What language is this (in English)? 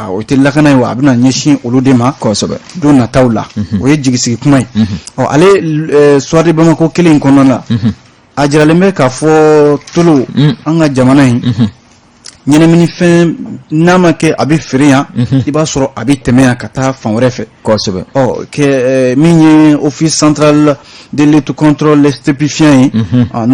Bambara